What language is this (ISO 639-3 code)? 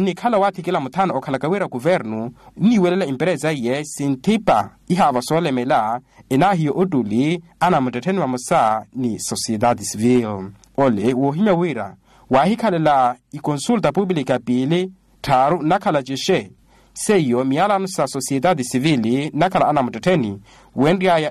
vmw